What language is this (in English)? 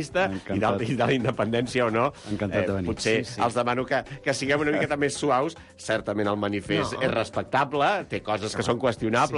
Catalan